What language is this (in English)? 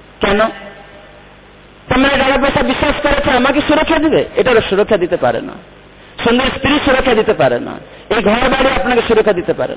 Bangla